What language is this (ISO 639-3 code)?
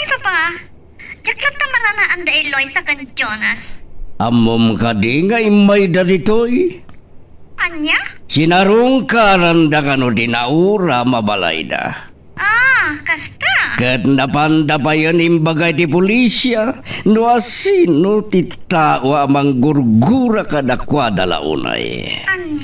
ilo